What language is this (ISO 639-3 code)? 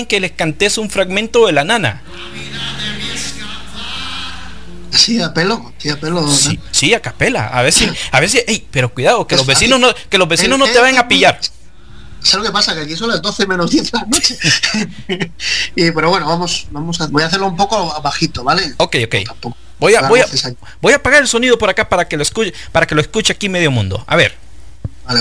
spa